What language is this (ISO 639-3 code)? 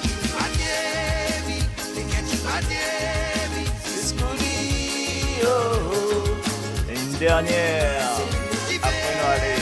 mfe